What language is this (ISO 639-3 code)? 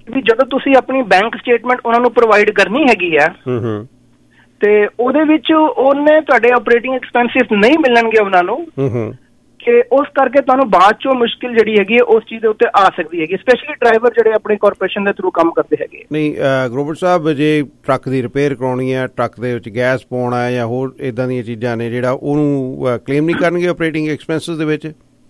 pan